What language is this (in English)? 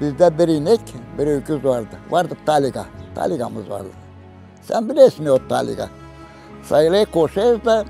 Gagauz